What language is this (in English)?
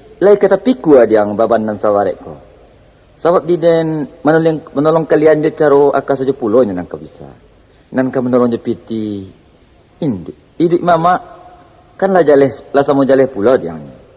Minangkabau